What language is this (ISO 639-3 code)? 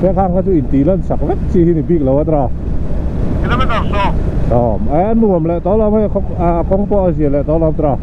lus